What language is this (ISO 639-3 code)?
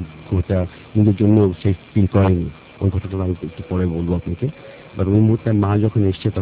ben